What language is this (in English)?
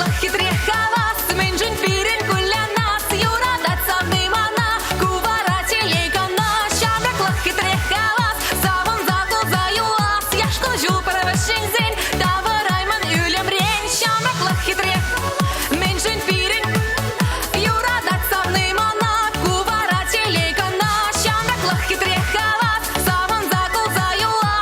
Chuvash